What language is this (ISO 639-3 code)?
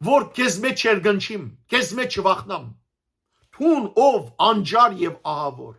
hyw